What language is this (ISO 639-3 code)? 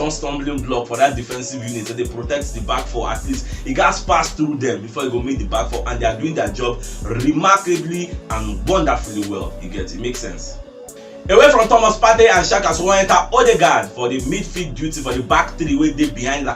pcm